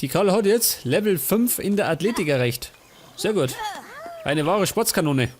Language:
Bavarian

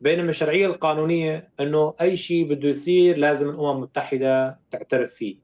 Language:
North Levantine Arabic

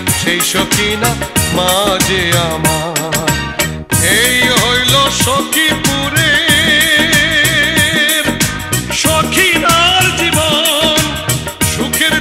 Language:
Bangla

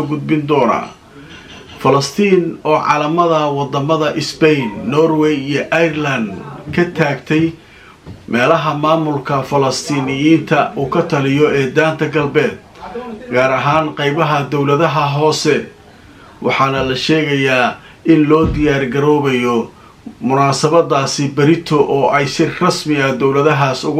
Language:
Somali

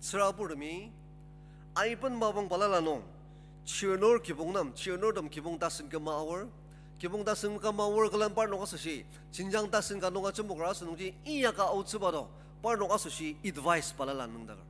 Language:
Ao Naga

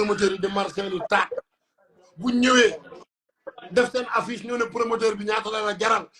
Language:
Wolof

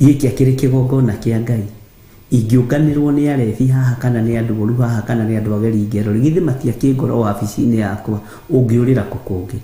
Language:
Kikuyu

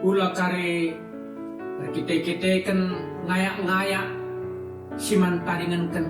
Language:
Batak Karo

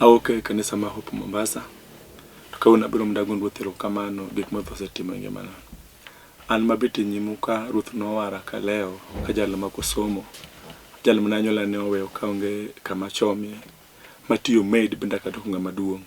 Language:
Luo (Kenya and Tanzania)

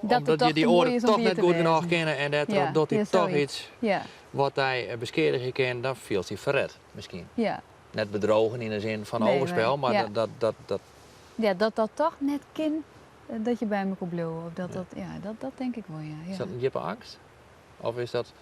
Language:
Western Frisian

